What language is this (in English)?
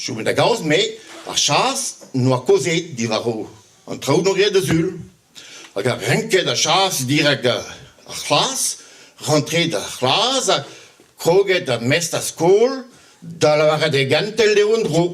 Breton